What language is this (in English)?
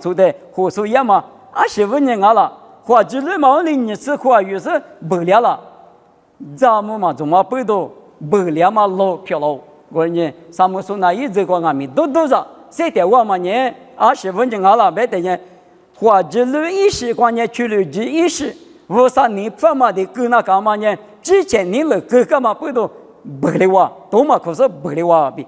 Lisu